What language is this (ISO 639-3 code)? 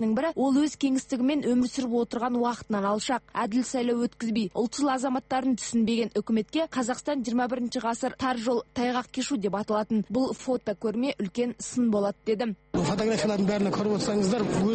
kaz